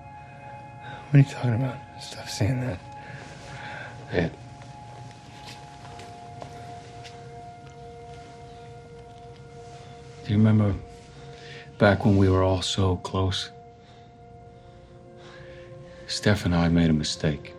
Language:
English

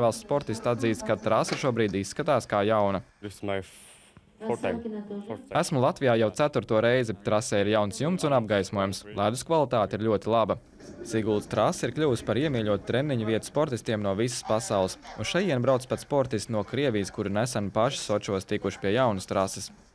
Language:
Latvian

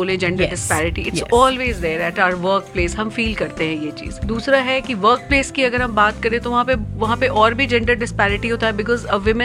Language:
Hindi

